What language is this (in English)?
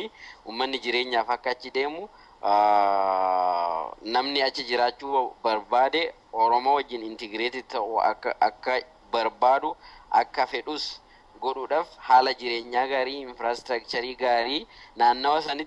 Oromo